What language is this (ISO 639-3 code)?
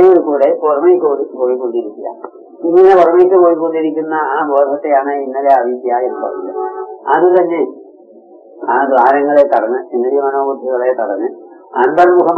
mal